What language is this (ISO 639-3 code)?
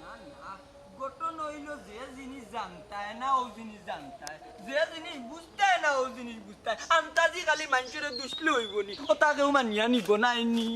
syl